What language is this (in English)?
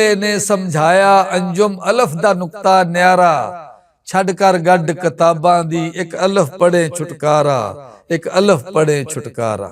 Western Panjabi